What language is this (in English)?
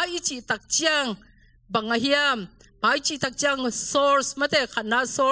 Tedim Chin